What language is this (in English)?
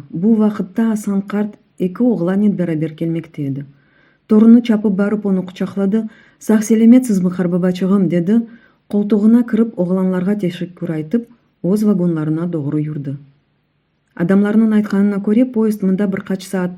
Crimean Tatar